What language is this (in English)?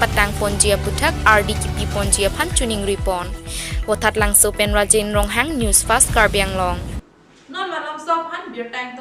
Karbi